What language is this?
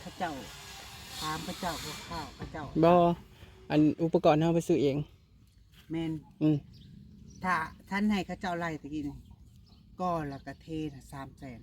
Northeastern Thai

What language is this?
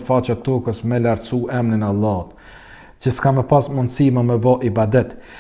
Albanian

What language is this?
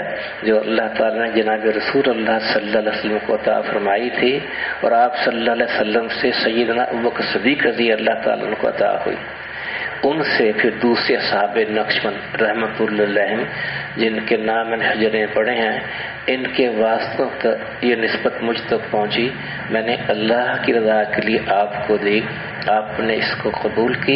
Urdu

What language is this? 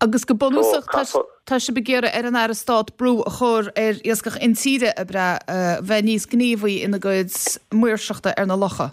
Irish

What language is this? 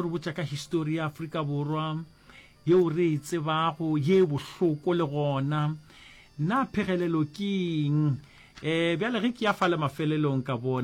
Northern Sotho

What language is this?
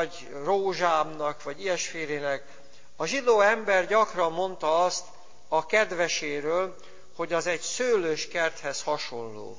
Hungarian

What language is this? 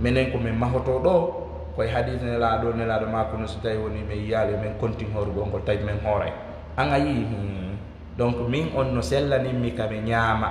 Fula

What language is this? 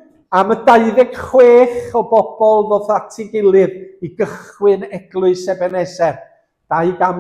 Welsh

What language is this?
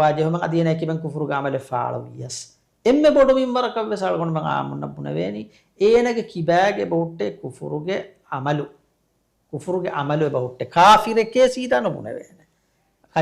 Divehi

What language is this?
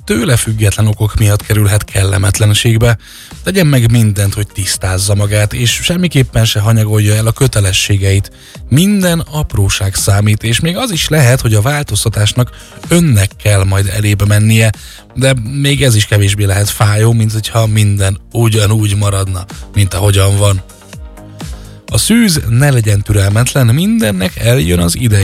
Hungarian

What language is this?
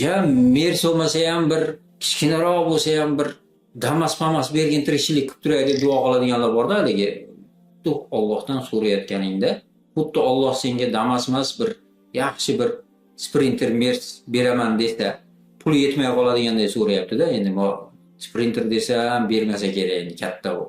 Uzbek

